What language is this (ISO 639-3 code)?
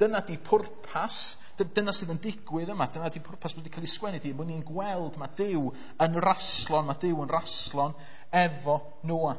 cym